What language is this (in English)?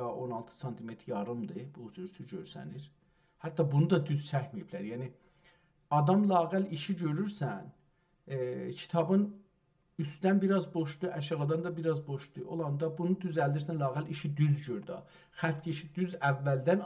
South Azerbaijani